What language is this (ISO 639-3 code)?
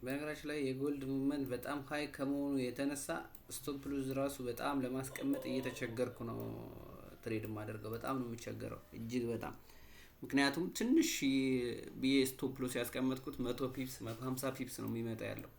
amh